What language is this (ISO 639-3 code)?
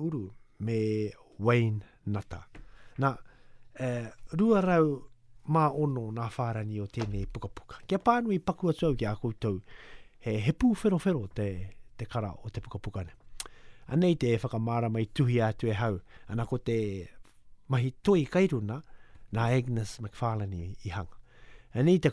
mri